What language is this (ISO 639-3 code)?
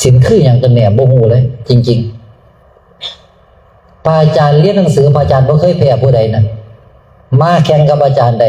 tts